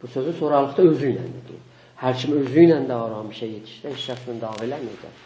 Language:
South Azerbaijani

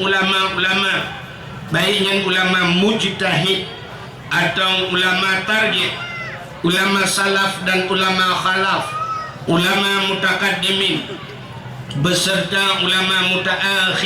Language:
Achinese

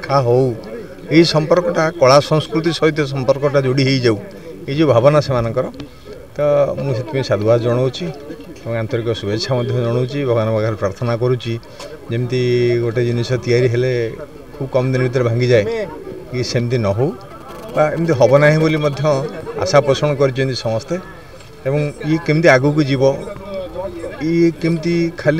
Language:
Odia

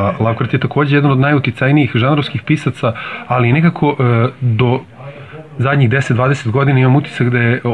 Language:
Serbian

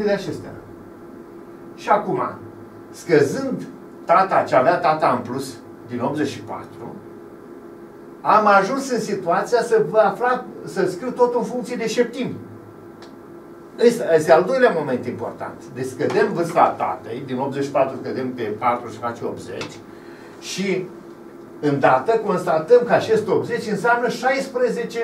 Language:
Romanian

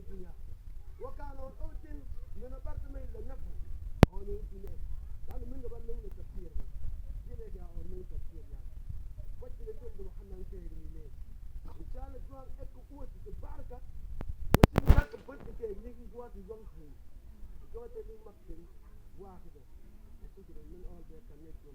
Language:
Mabaan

